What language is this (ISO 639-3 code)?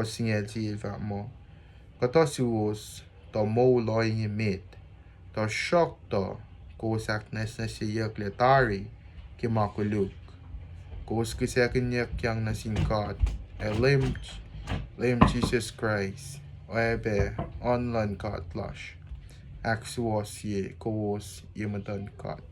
kos